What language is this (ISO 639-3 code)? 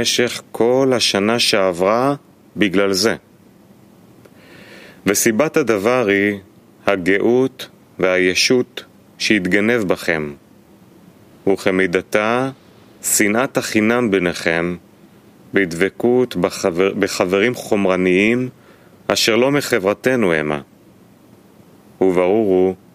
heb